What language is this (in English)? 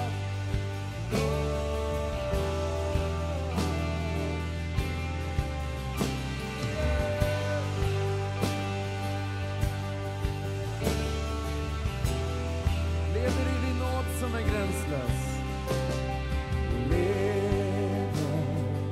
Swedish